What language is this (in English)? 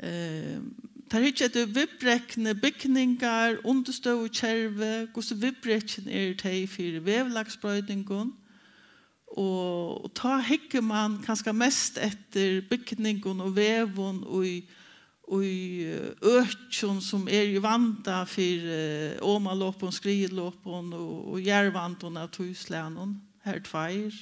Faroese